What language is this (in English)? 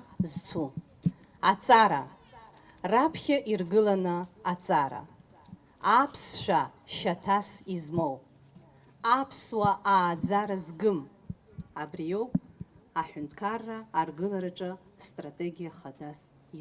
Abkhazian